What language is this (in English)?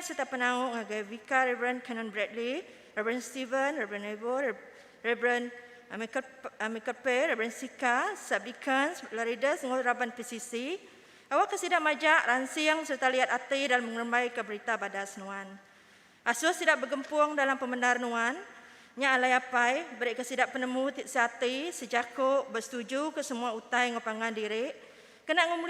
Iban